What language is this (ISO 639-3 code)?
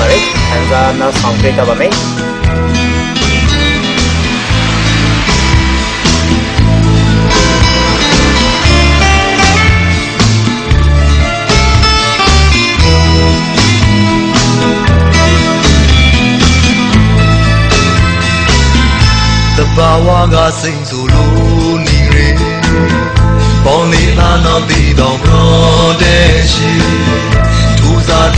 mya